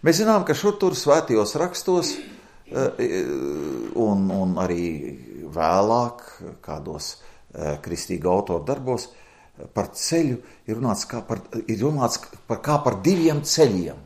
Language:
Latvian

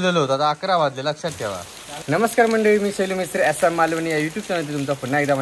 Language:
Marathi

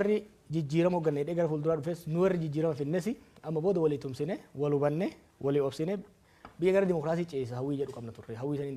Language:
Oromo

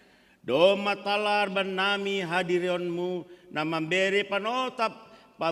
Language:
Batak Simalungun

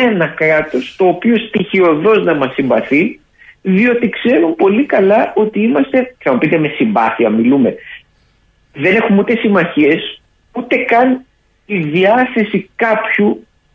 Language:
Greek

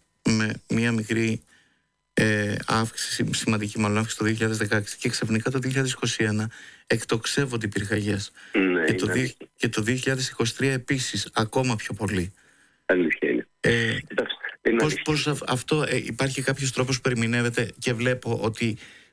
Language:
Greek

